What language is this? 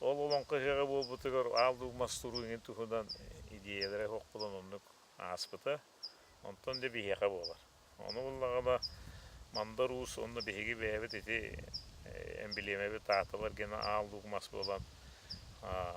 Yakut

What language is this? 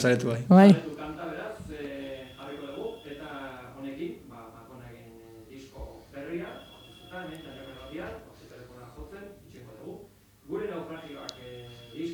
Basque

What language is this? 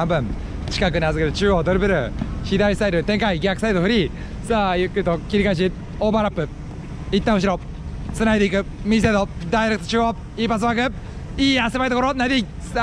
Japanese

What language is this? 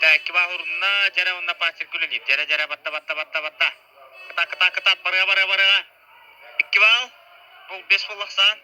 Yakut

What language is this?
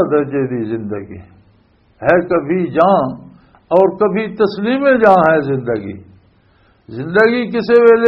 Western Panjabi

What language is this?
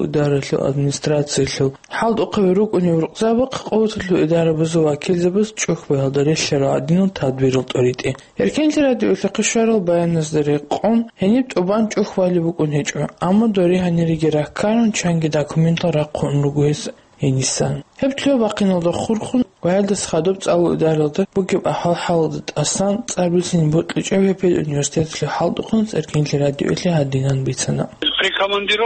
Avaric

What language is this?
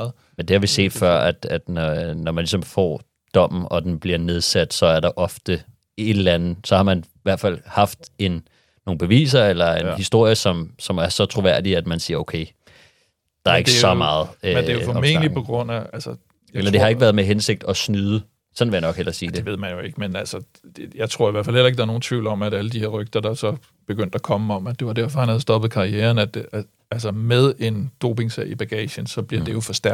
Danish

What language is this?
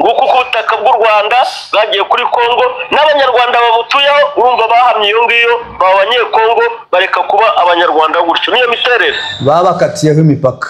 Kinyarwanda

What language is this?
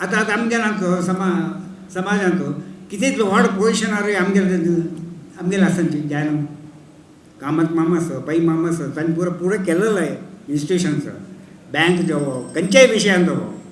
Konkani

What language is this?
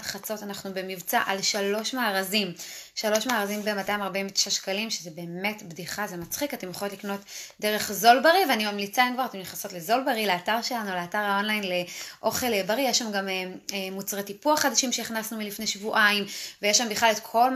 Hebrew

